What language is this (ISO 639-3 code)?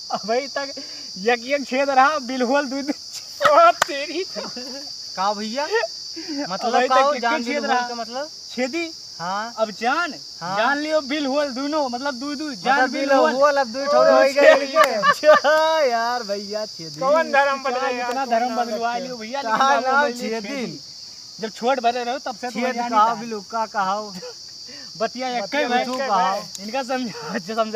awa